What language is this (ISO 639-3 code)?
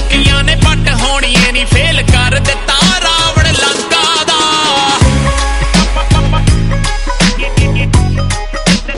pan